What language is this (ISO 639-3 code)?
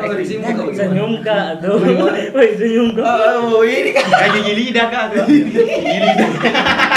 xmm